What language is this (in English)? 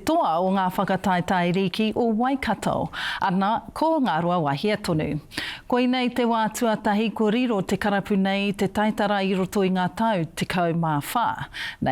Māori